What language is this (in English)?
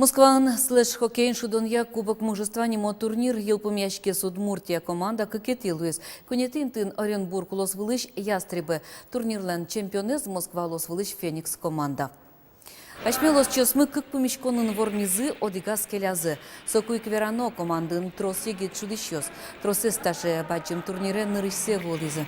Udmurt